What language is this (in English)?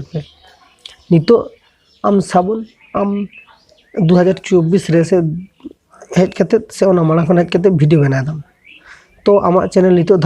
Santali